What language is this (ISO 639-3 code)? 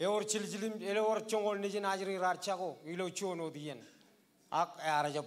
mah